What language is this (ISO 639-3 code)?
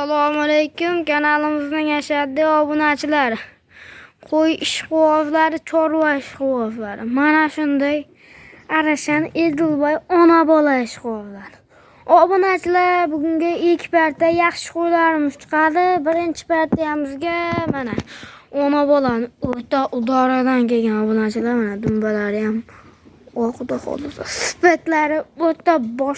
uzb